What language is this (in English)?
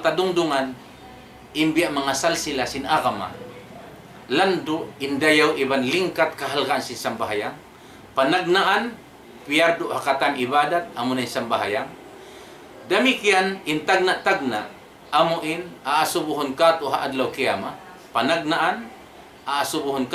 Tausug